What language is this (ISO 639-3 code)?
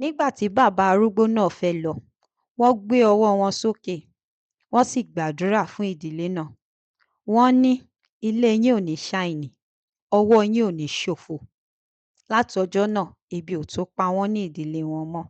yor